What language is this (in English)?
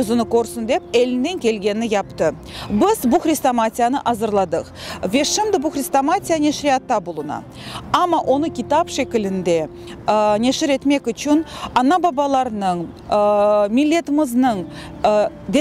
Crimean Tatar